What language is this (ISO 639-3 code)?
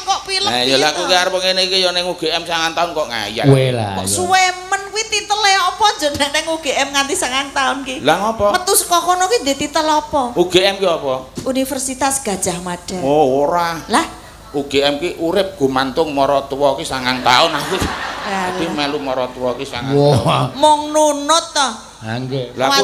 jav